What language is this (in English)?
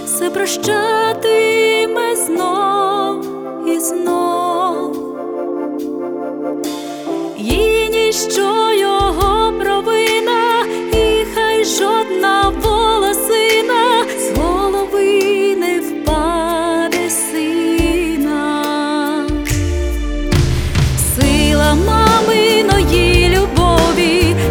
Ukrainian